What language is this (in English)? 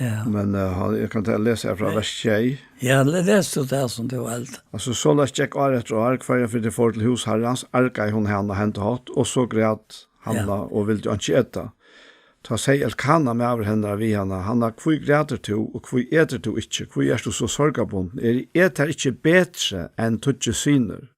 Faroese